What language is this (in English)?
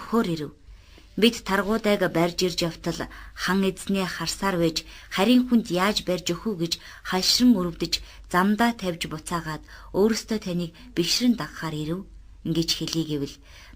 Mongolian